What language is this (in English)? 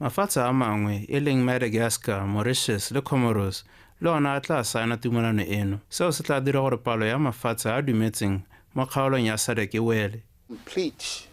Tswana